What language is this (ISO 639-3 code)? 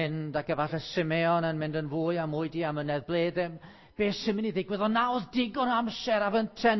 cym